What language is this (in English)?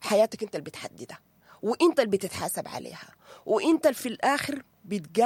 Sudanese Arabic